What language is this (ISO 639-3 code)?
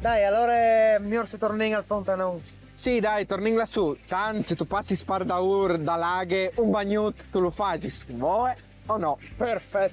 fur